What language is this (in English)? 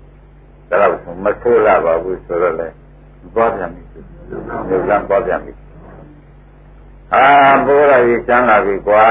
Burmese